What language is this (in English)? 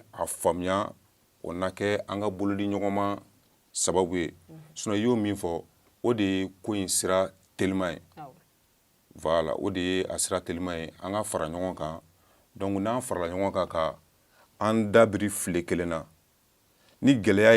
Bambara